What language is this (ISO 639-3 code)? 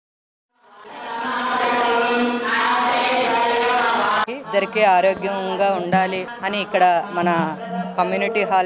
tel